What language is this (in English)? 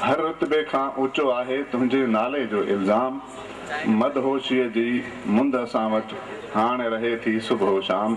Sindhi